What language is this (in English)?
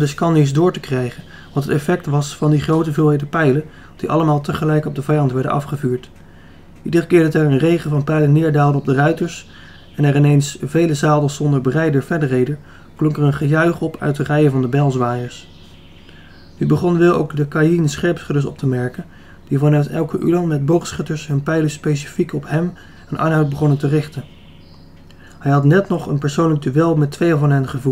Dutch